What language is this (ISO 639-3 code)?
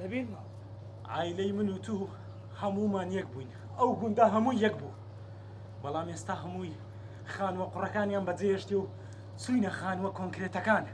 ckb